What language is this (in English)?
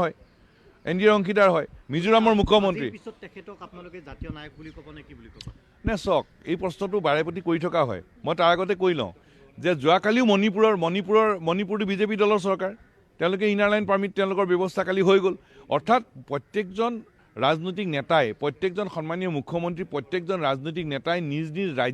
Assamese